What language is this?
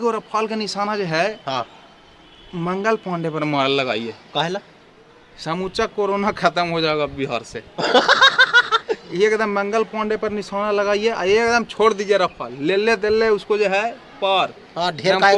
Magahi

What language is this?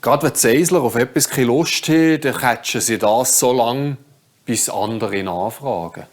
Swiss German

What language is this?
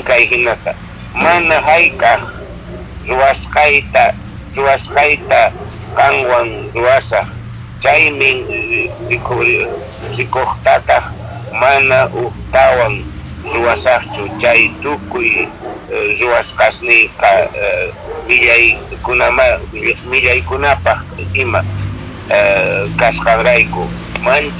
Quechua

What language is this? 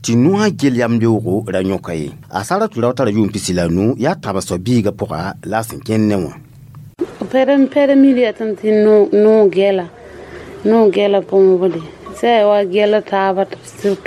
Mossi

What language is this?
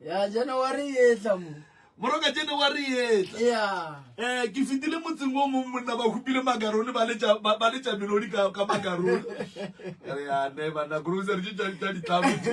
Northern Sotho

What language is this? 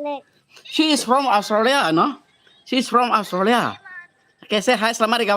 Iban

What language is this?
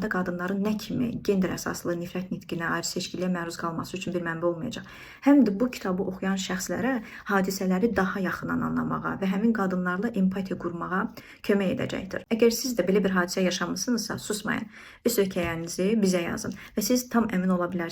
Azerbaijani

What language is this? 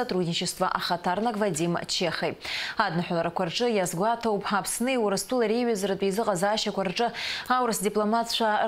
Abkhazian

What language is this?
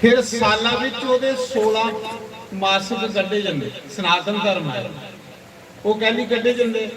Dogri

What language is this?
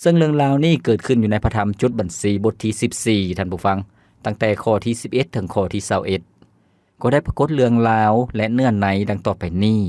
Lao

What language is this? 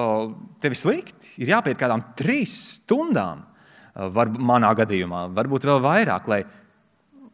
Latvian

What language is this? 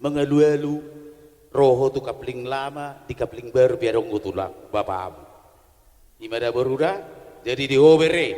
Batak Toba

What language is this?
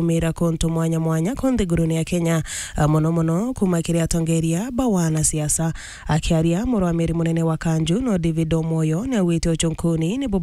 Meru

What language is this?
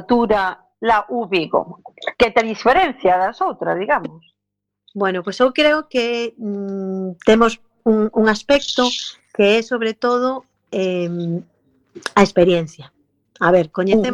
Galician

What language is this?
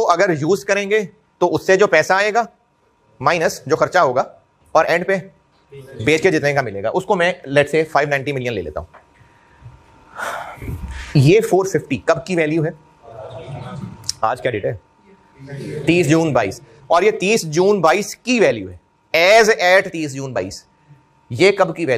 Hindi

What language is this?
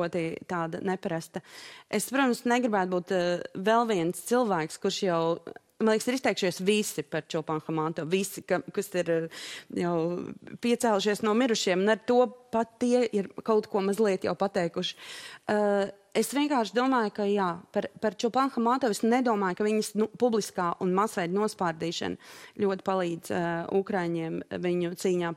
Latvian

